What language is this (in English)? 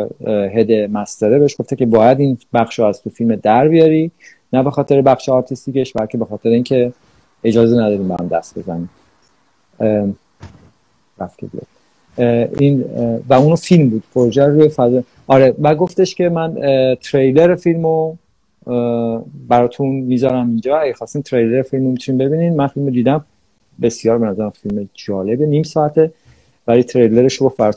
Persian